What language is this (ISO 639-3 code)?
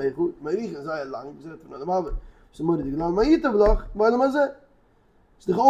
yid